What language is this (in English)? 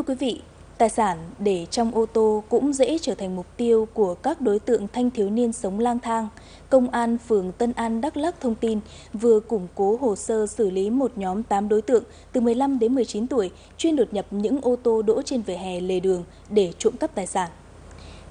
Vietnamese